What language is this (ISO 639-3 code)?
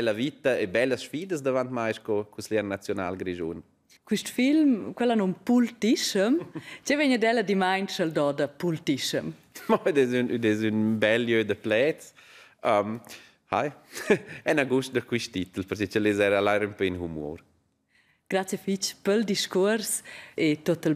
roh